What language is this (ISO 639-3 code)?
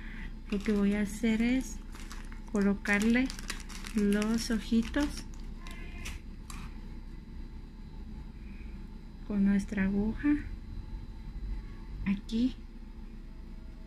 spa